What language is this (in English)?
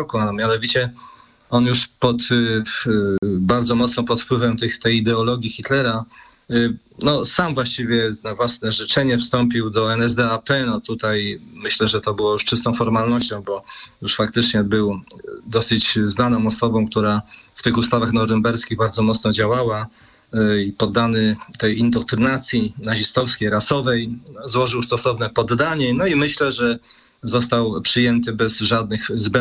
Polish